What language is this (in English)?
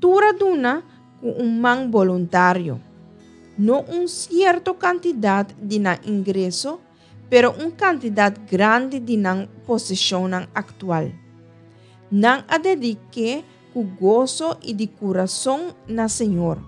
Papiamento